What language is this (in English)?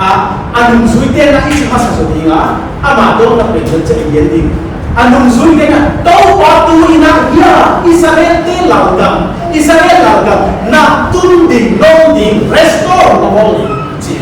Paite Chin